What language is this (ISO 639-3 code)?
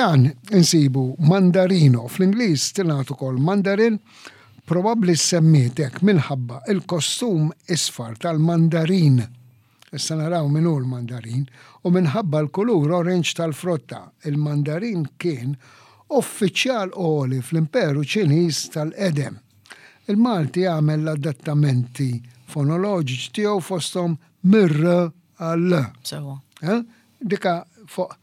mlt